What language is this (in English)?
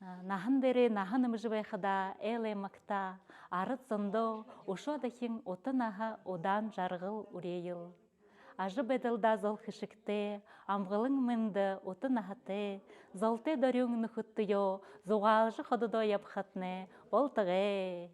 Buriat